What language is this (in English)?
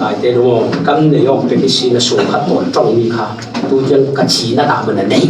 Falam Chin